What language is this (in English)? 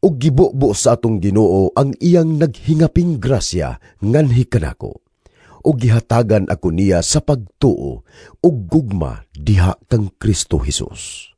Cebuano